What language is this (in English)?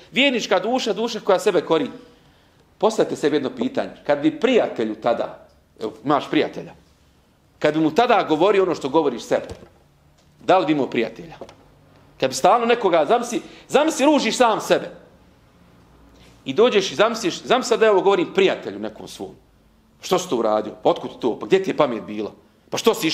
Bosnian